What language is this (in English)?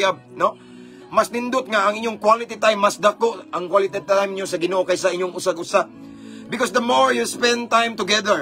Cebuano